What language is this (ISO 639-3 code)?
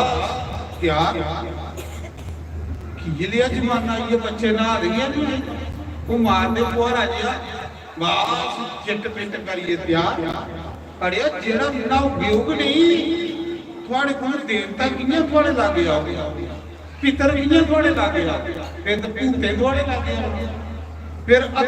doi